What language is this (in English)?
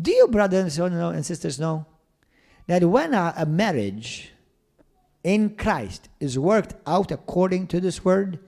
English